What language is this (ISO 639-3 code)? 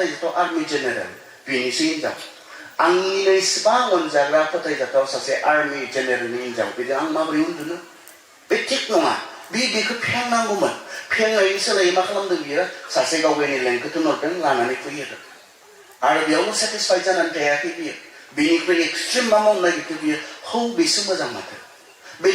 brx